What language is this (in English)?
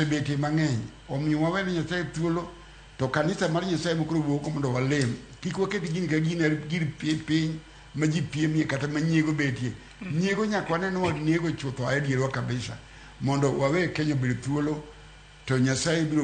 Luo (Kenya and Tanzania)